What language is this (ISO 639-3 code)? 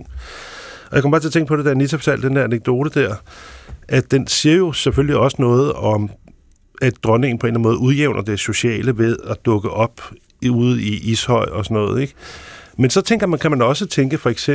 dan